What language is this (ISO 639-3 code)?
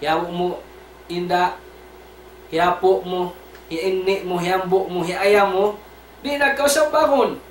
tsg